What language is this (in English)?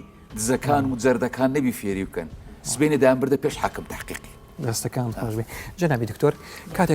Central Kurdish